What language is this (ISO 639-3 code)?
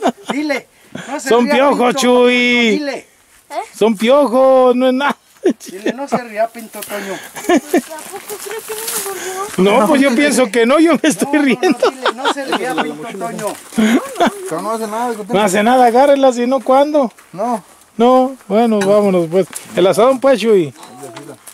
spa